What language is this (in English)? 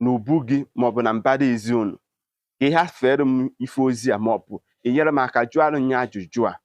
Igbo